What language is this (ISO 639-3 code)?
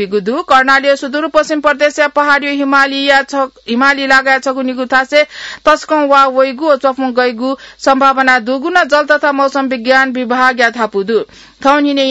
new